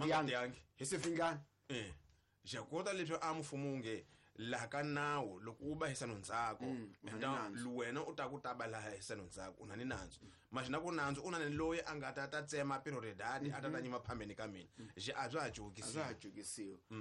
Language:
Tsonga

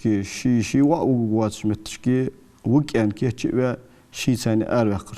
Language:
Ingush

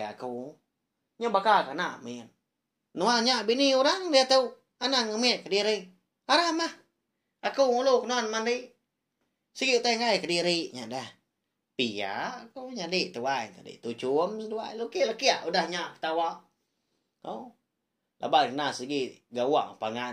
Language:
Iban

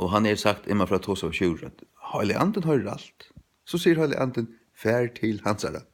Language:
Faroese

